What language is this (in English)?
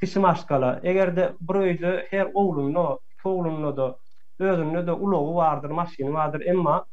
Turkmen